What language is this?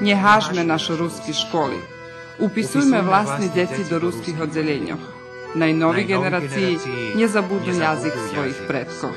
Rusyn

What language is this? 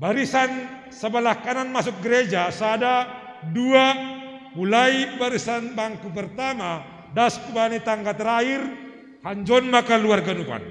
Batak Simalungun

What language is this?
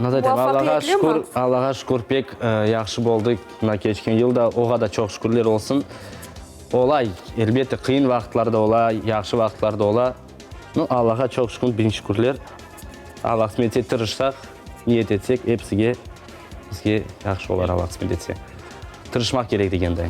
Crimean Tatar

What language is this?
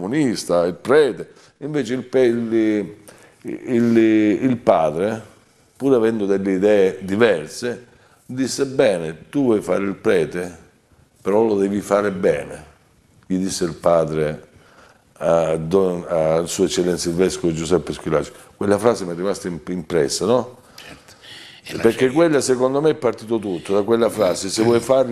Italian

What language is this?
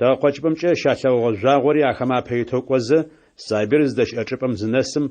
Adyghe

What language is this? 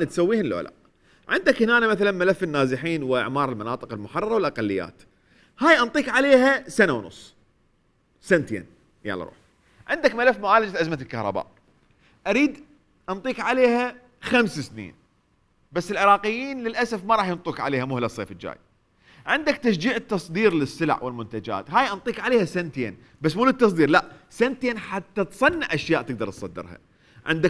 Mesopotamian Arabic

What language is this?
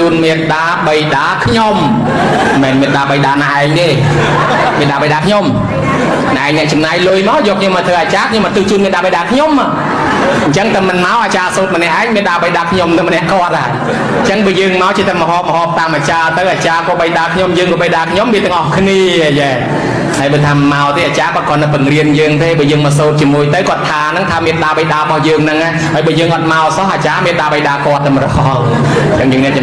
Khmer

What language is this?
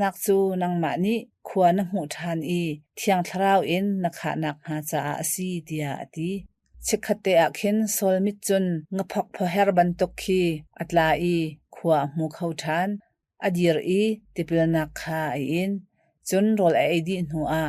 Hakha Chin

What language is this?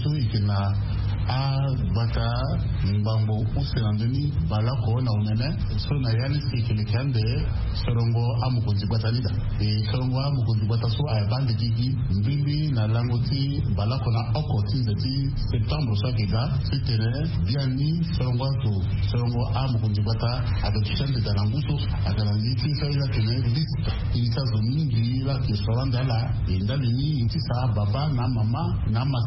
Sango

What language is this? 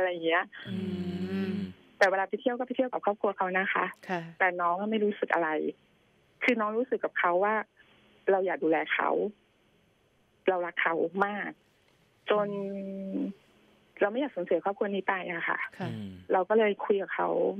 Thai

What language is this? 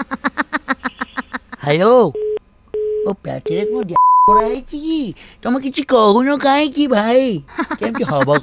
Odia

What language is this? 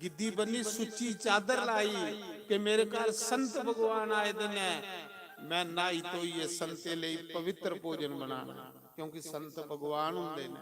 Dogri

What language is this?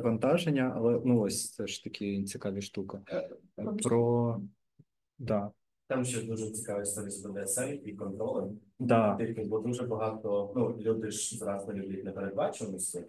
Ukrainian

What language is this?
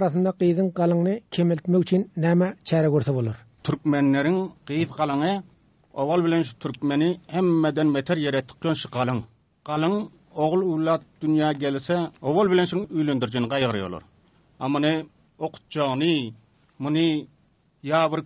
Turkmen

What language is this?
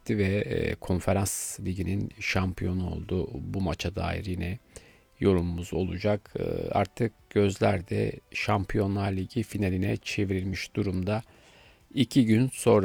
Turkish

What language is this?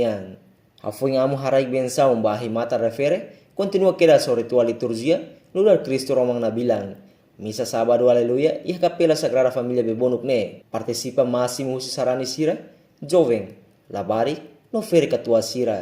Tetum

